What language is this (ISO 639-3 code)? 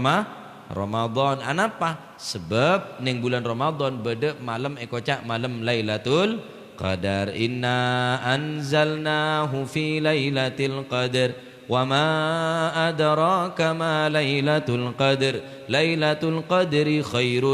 mad